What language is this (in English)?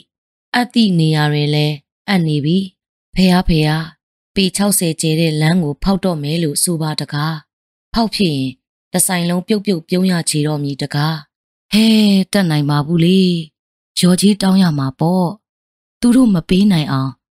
Burmese